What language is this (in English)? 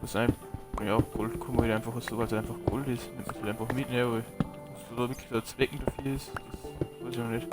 Bavarian